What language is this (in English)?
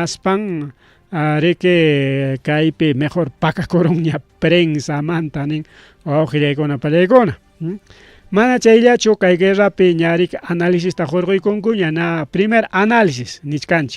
Ayacucho Quechua